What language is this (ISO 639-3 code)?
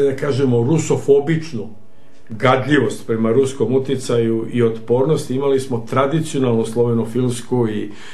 srp